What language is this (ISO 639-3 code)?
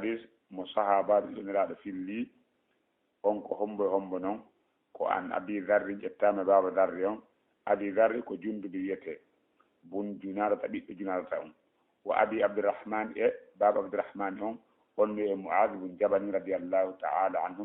ful